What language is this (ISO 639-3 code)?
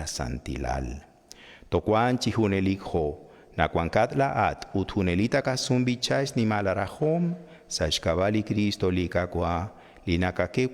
kek